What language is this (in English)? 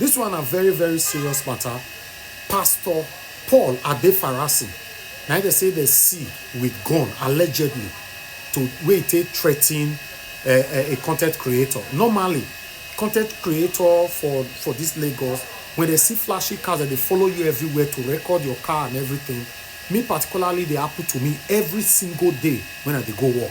Nigerian Pidgin